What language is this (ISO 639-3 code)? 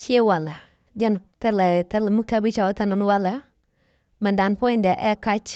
nus